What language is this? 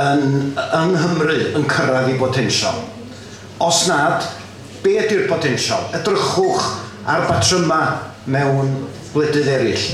Welsh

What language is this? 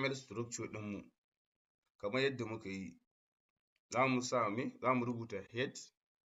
Hausa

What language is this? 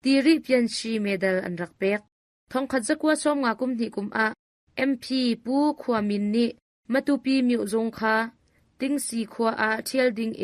Hakha Chin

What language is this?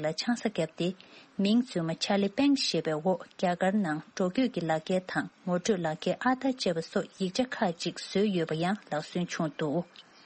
Tibetan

